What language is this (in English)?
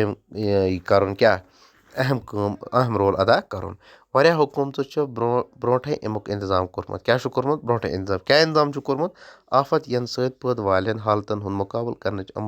Kashmiri